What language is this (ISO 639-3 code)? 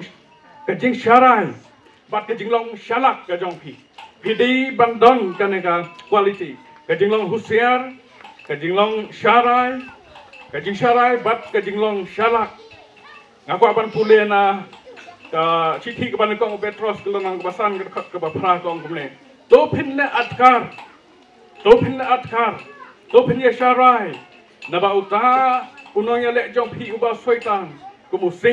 kha